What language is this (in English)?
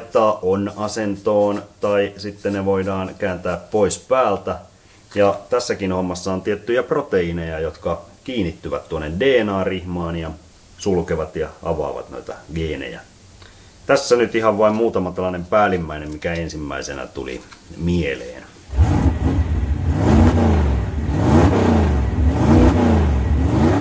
Finnish